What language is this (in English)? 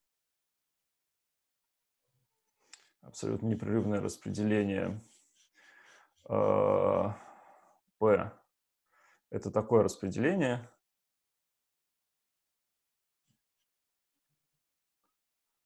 Russian